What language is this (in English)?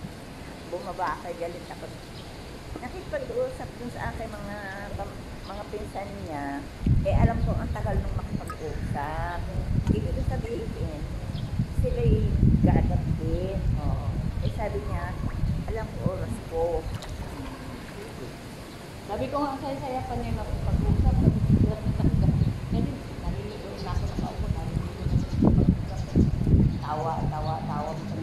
Filipino